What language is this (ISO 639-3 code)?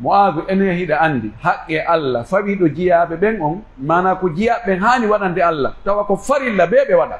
fuf